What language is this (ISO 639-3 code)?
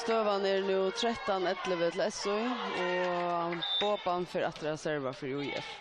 fao